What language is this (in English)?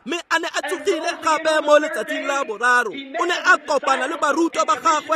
Tswana